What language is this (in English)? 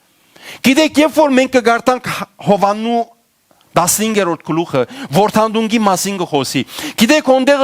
Western Armenian